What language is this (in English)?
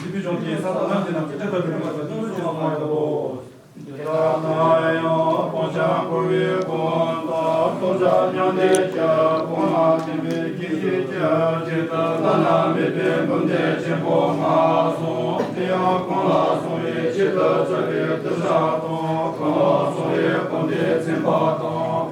Tibetan